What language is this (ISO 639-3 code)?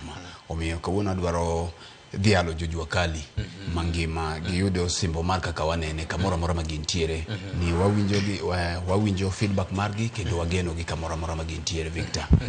luo